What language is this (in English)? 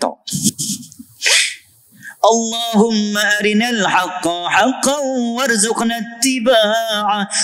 Malay